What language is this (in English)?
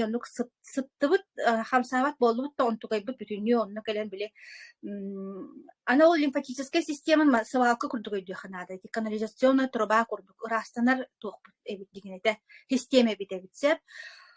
Yakut